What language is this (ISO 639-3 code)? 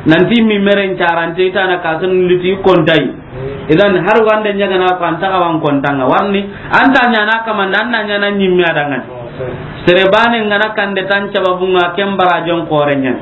snk